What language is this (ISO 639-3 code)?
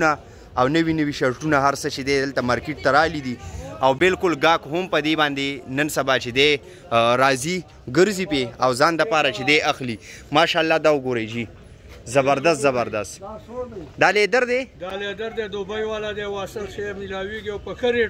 pus